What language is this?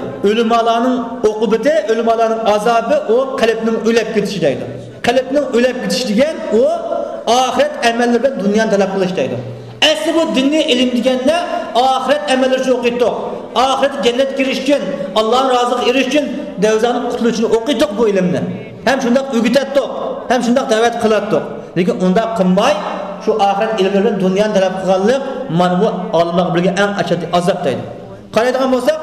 Uyghur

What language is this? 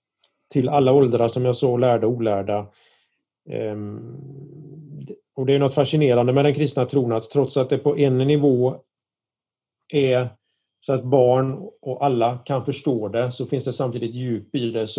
Swedish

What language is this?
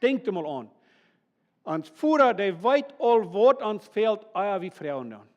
Plautdietsch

